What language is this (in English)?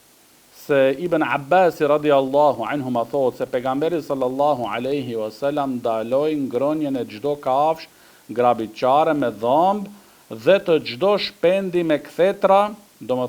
Albanian